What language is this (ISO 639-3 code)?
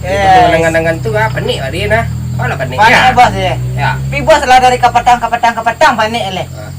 min